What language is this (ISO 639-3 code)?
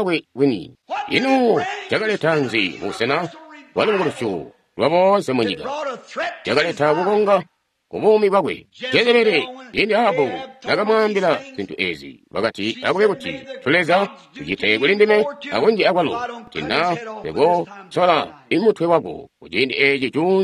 toi